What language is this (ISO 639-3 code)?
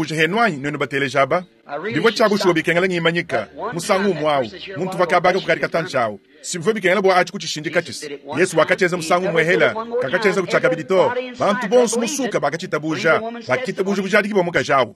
lua